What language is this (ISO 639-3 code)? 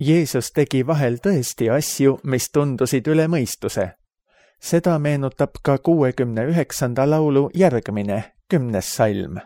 est